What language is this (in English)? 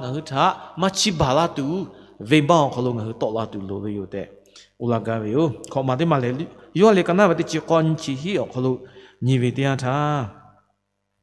Lahu